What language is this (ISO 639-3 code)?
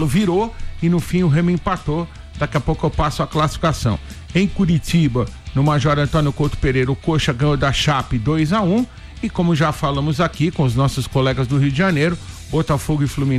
por